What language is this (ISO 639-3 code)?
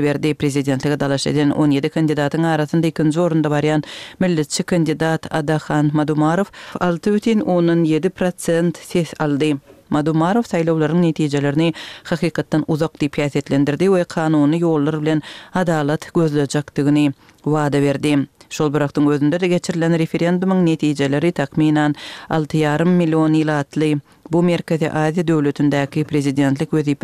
tuk